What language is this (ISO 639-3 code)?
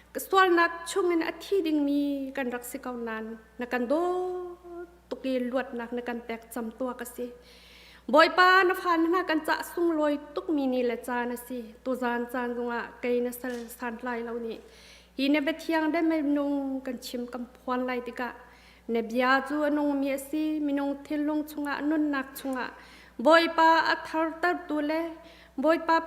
cnh